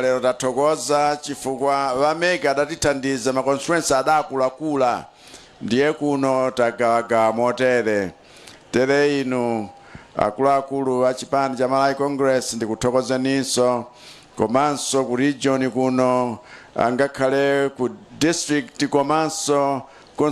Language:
Nyanja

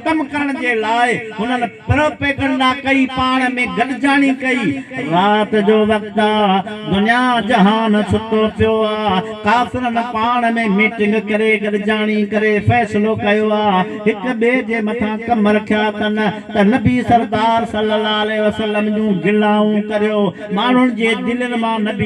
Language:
Sindhi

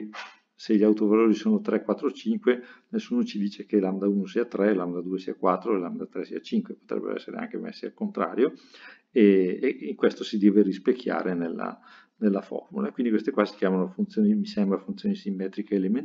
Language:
Italian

